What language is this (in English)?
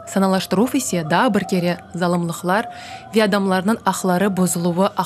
Crimean Tatar